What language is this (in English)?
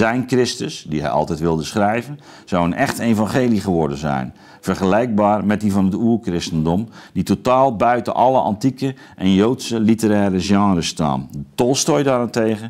Dutch